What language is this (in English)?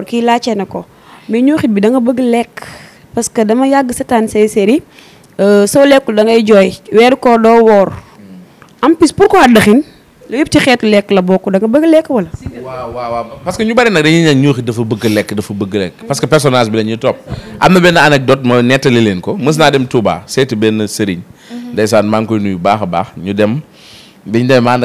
Wolof